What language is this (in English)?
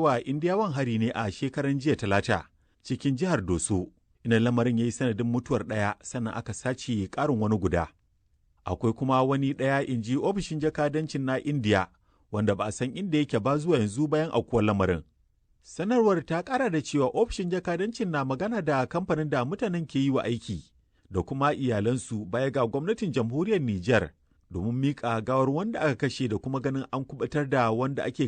Hausa